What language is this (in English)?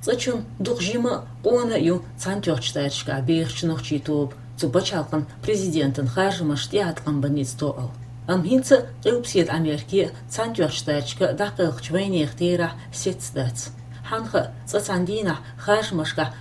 Chechen